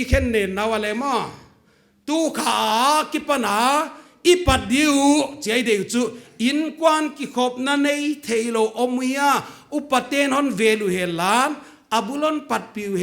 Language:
Paite Chin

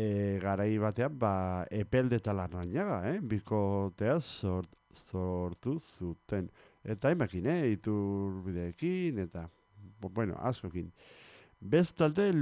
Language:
Basque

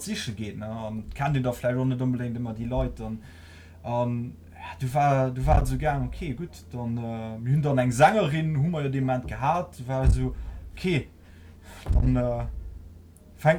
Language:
Luxembourgish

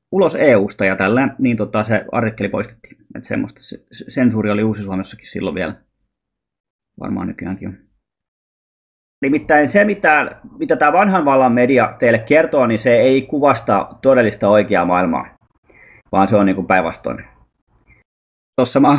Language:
Finnish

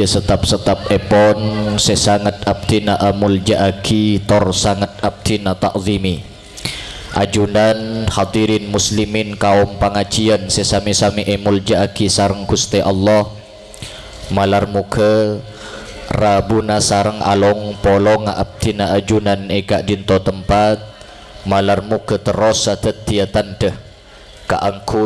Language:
Madurese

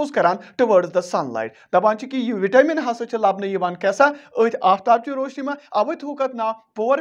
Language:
Kashmiri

